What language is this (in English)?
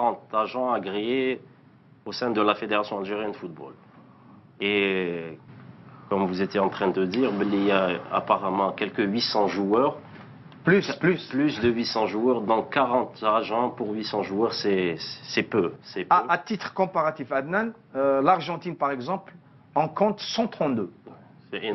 French